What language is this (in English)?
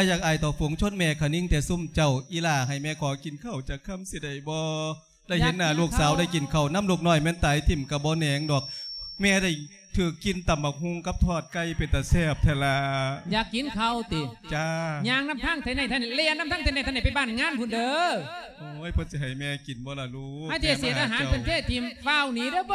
Lao